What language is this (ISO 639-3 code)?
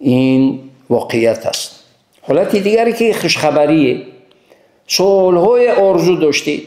tgk